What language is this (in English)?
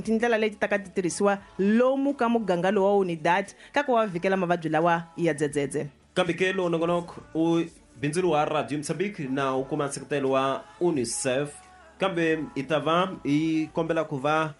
Tsonga